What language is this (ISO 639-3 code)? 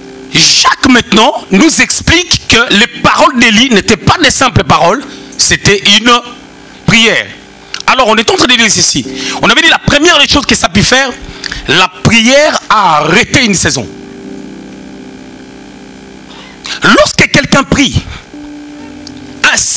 fra